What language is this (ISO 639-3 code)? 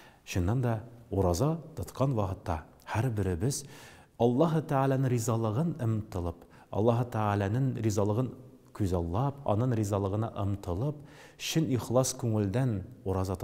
tat